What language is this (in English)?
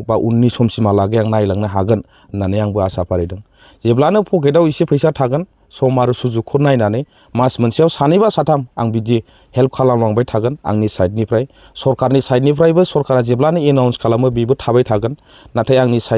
Bodo